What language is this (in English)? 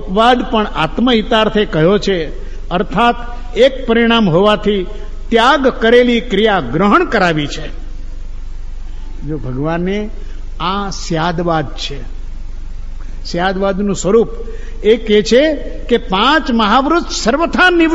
Gujarati